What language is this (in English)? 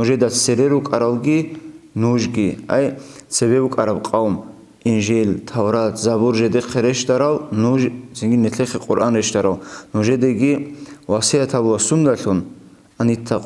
Avaric